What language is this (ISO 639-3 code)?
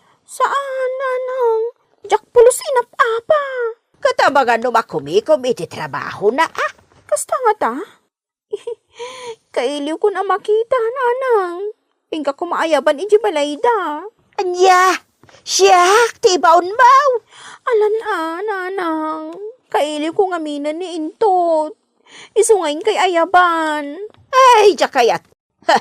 ilo